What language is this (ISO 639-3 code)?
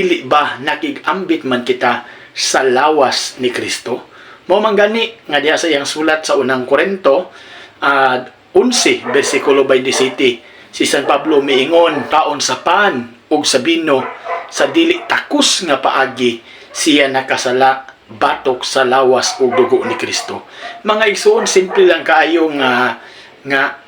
ceb